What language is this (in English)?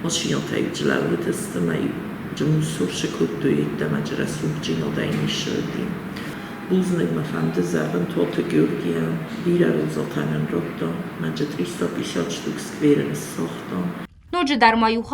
Ossetic